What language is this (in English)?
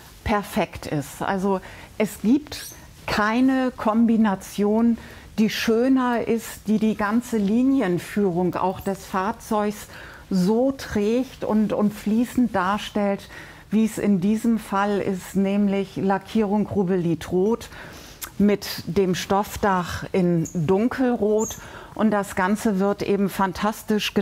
German